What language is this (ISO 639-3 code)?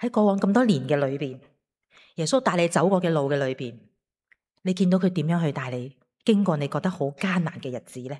yue